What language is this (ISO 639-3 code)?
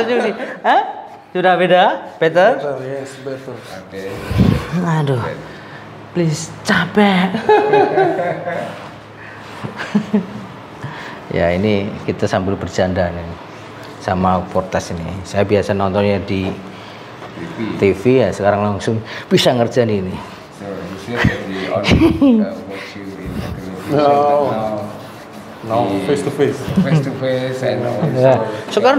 ind